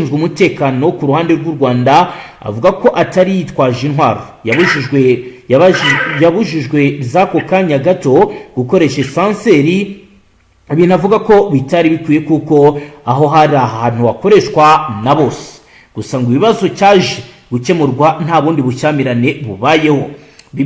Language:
Kinyarwanda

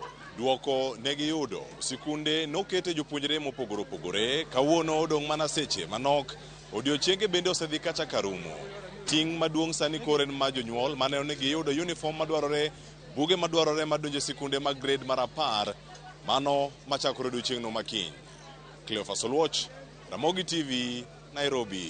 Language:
Luo (Kenya and Tanzania)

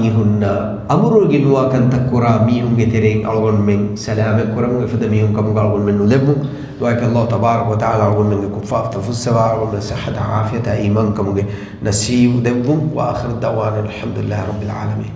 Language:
Divehi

